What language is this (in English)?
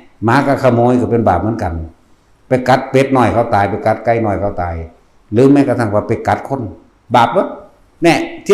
Northeastern Thai